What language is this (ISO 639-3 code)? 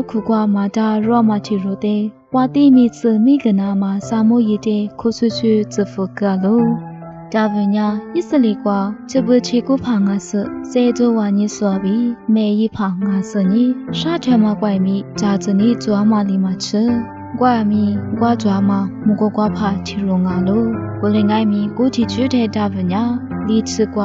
lis